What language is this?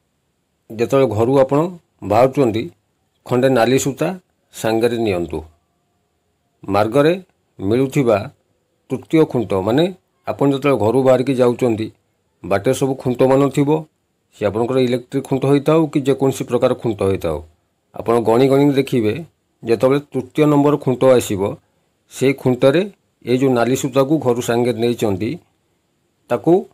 Odia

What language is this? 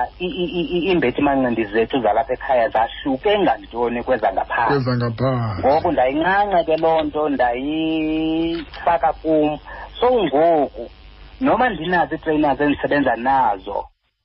Xhosa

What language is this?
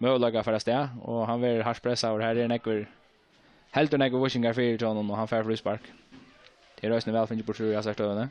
Faroese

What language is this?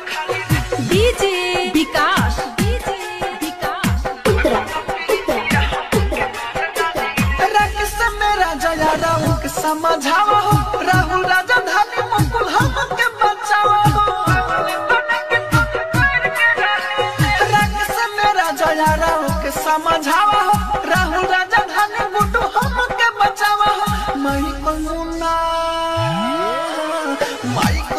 Bhojpuri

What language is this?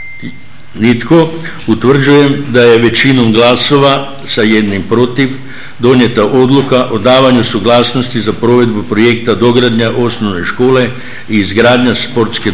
Croatian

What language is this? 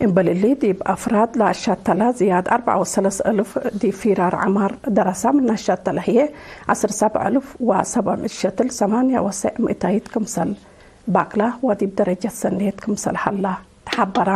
Tigre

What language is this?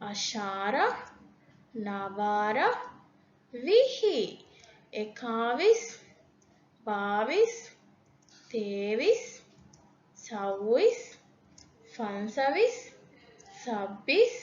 Divehi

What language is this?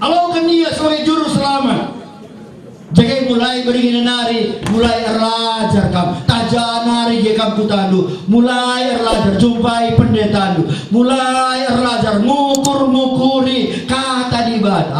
Batak Karo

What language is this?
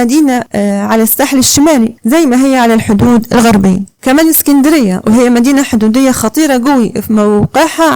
Egyptian Arabic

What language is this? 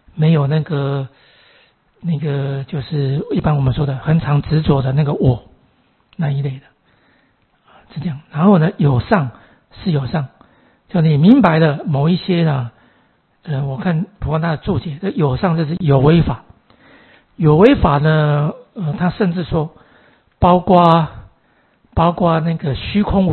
Chinese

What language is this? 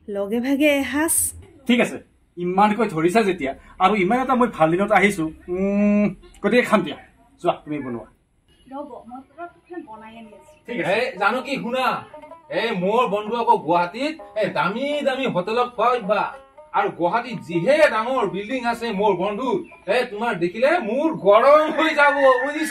Assamese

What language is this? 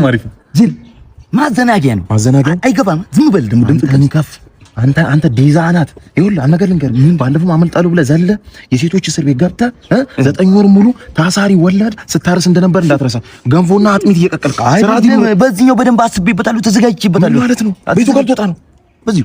Amharic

